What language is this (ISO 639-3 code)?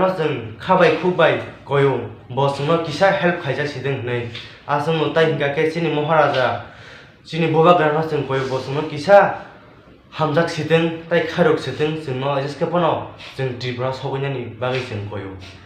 trp